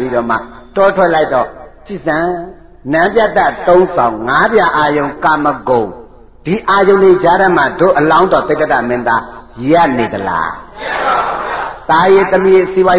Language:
Burmese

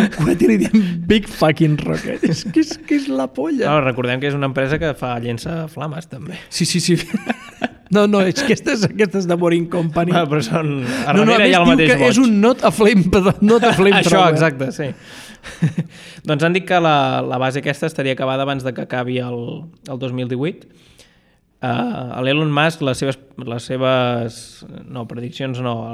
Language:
Catalan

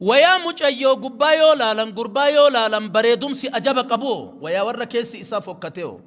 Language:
Oromo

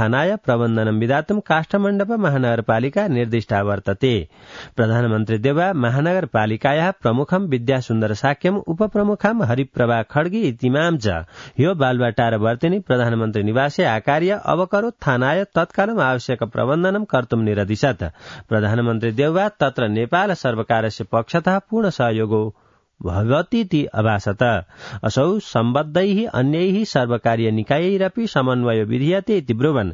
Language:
Sanskrit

